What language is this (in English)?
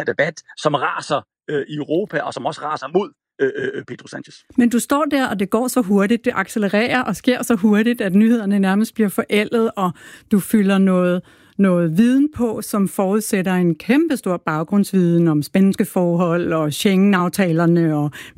Danish